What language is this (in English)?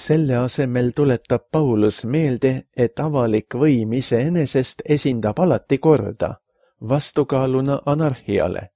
Estonian